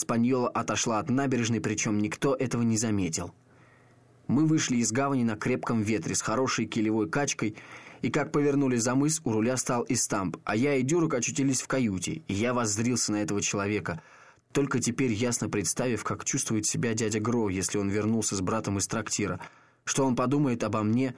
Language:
Russian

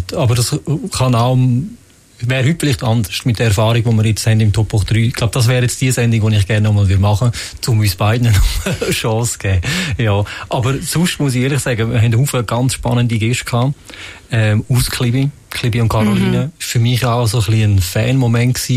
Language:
Swiss German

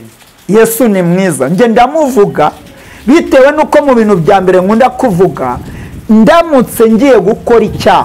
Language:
Kinyarwanda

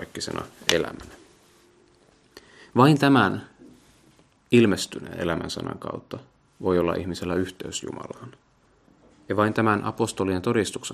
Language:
Finnish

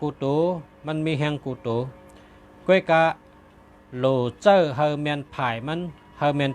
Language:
Shan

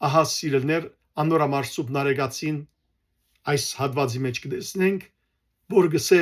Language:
Western Armenian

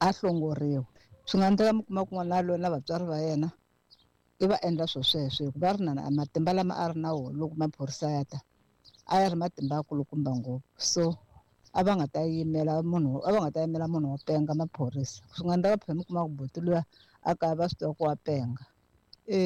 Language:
Tsonga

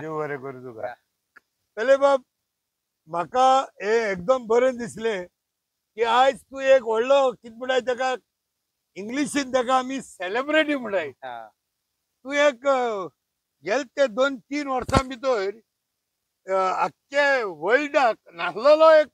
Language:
Konkani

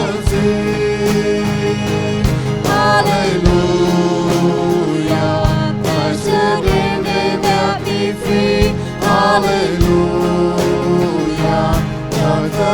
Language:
Plautdietsch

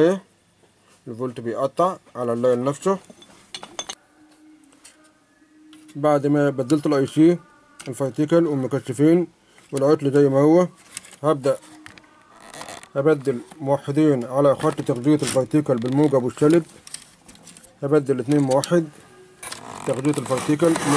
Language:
Egyptian Arabic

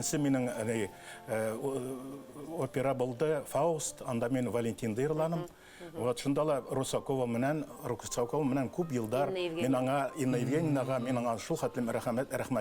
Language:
Bashkir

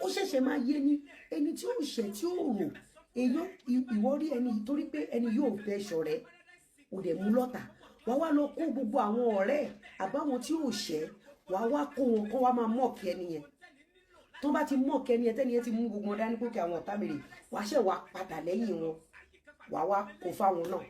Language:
Yoruba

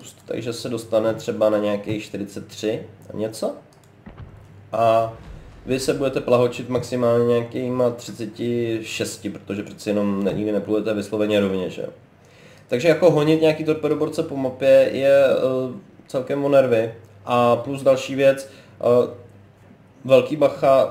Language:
Czech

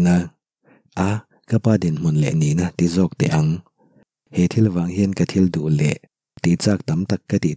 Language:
Mizo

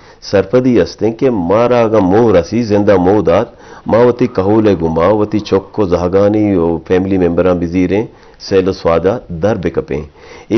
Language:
Eastern Balochi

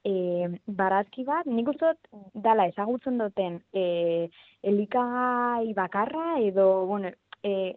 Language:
Basque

